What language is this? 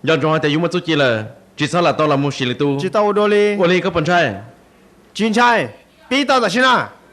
Hmong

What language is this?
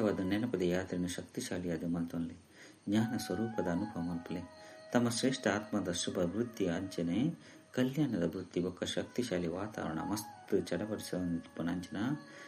Tulu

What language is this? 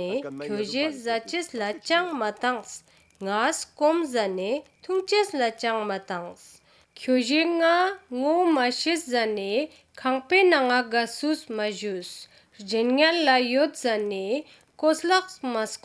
Ladakhi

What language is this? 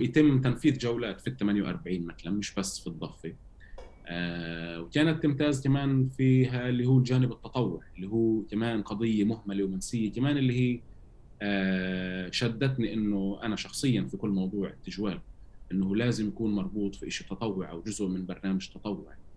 North Levantine Arabic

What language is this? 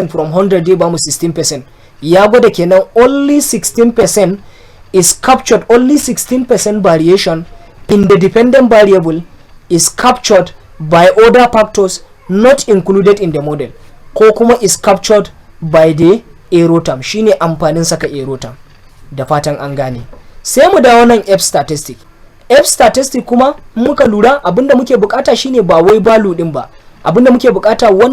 Hausa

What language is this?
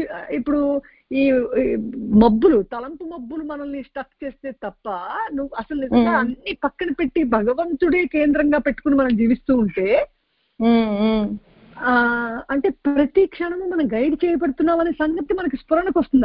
Telugu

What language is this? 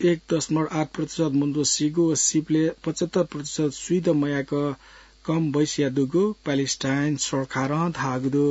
Newari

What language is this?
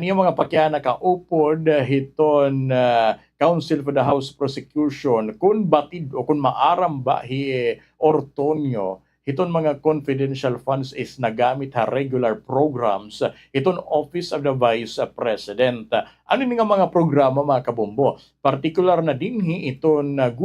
Waray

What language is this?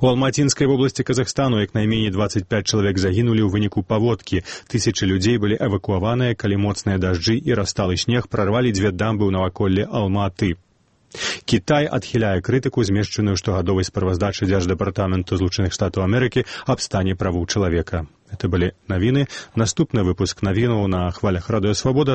Belarusian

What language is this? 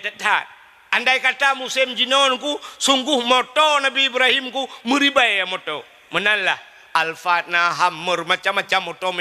Achinese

